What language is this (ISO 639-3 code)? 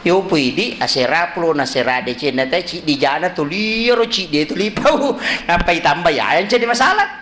bug